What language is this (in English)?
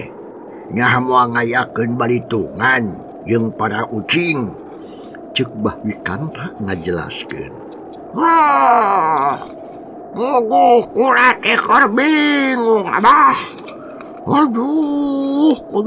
Sundanese